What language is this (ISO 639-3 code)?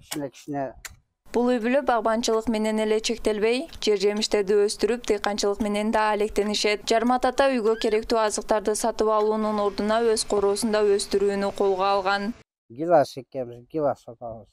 kir